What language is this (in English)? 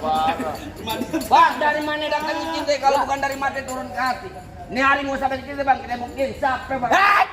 Betawi